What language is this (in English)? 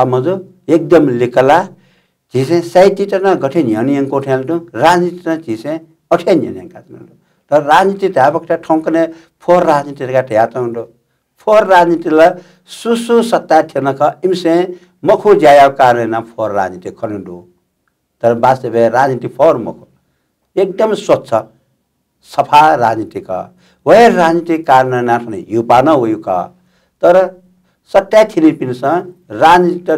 Newari